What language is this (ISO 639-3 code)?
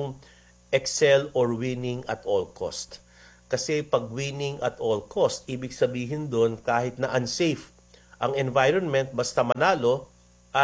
fil